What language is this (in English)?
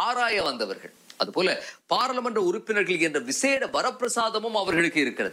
Tamil